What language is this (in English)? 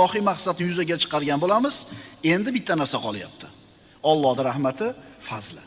Uzbek